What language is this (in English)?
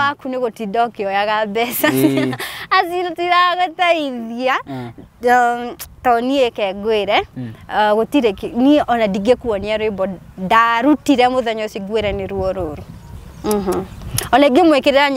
Kikuyu